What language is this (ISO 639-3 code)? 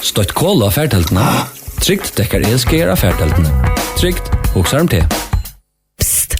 fao